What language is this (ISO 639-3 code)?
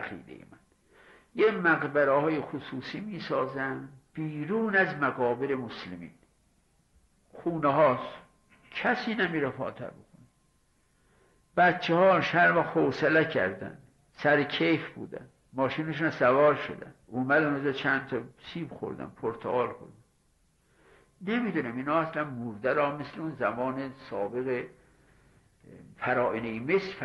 fas